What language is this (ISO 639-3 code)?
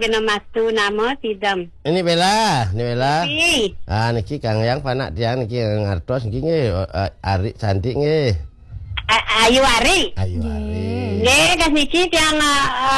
ban